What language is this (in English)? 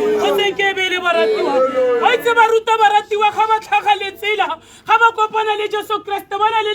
Tswana